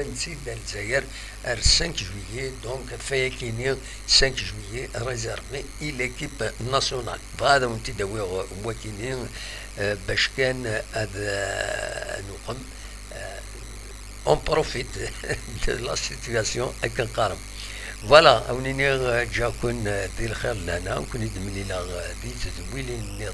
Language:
Kabyle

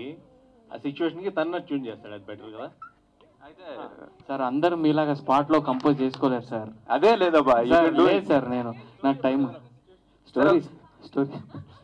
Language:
Telugu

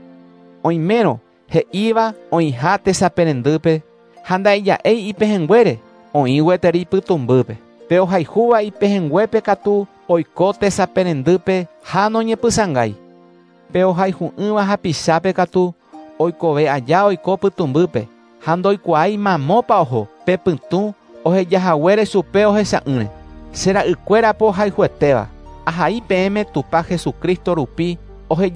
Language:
Guarani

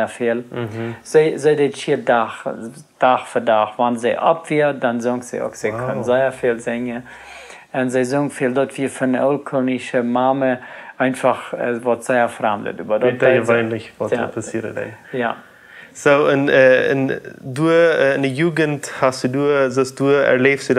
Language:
Plautdietsch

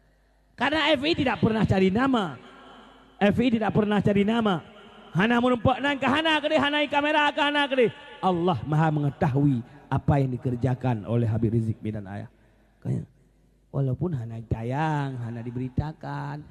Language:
Achinese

